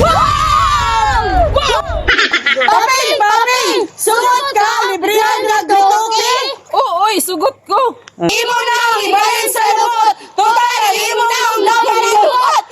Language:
Cebuano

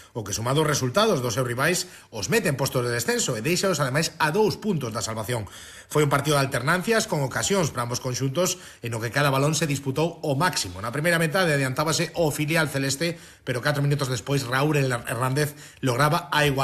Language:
Galician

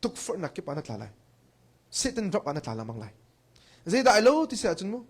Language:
Hakha Chin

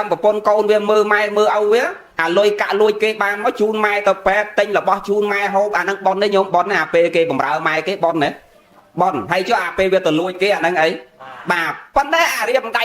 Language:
Khmer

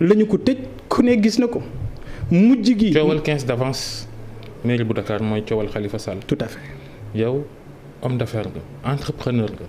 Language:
Wolof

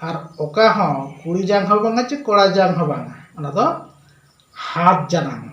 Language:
Santali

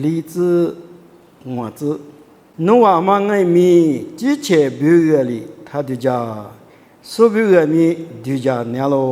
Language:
Lisu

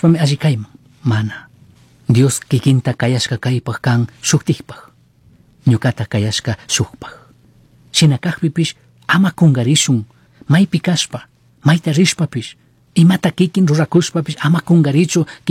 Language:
Chimborazo Highland Quichua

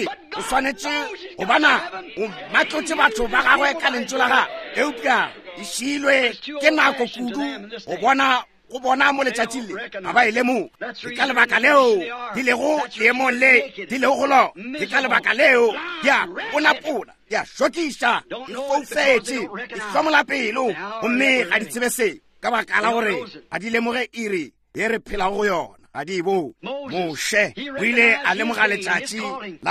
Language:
Northern Sotho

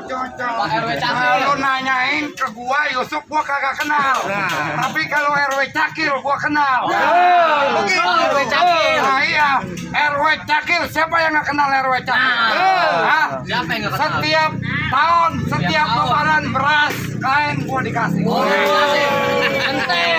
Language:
Betawi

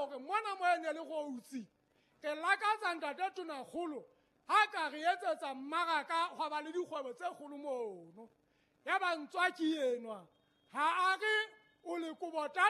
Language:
Southern Sotho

